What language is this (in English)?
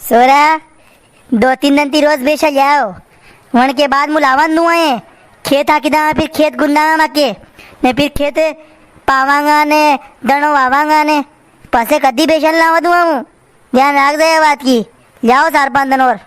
Rajasthani